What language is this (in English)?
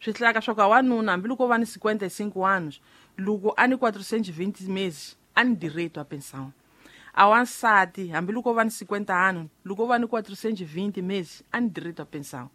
Tsonga